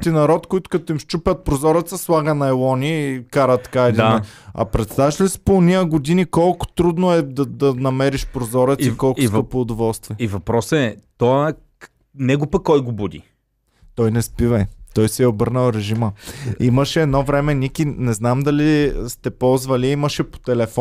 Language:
Bulgarian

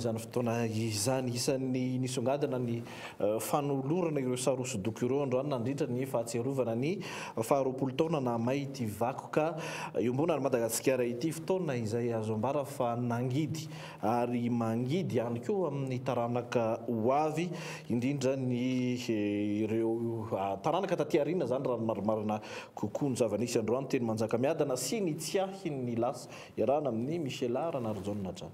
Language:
Malagasy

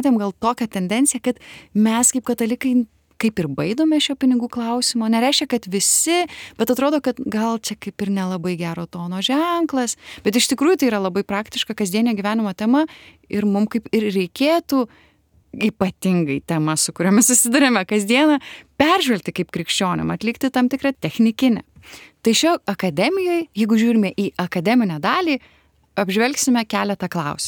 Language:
Lithuanian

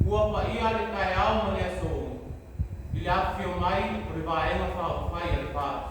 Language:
Samoan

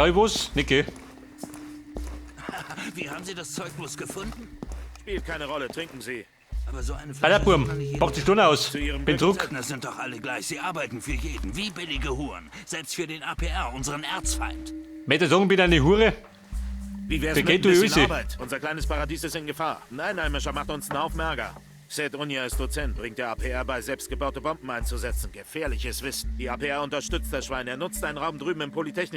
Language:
Bavarian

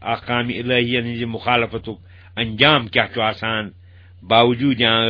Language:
Kashmiri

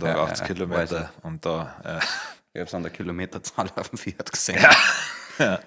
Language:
Bavarian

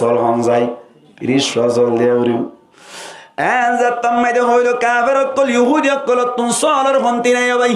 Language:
Rohingya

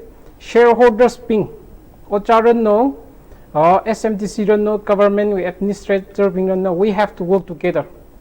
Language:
Tangkhul Naga (India)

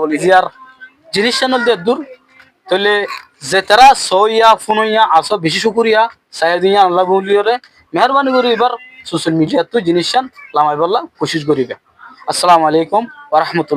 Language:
Rohingya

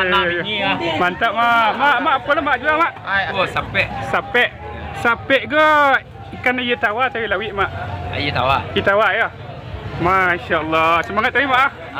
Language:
Minangkabau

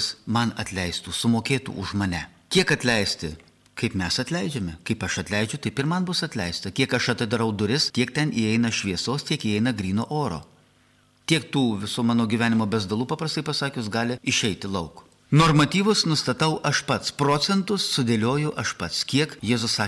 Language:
Lithuanian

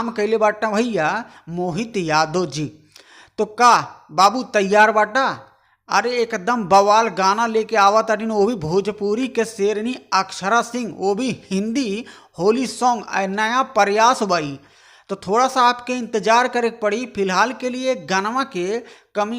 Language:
Bhojpuri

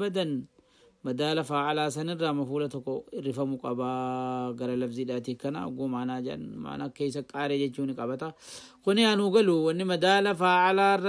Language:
Oromo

